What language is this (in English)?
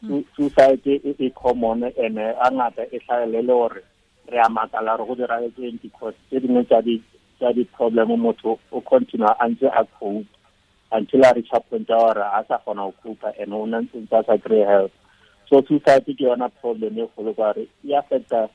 Tswana